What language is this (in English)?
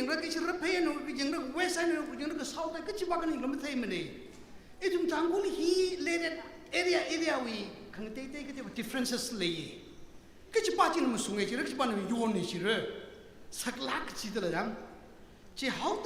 Tangkhul Naga (India)